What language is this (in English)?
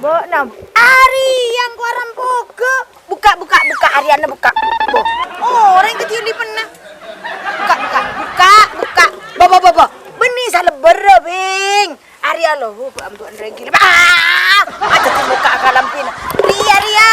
Madurese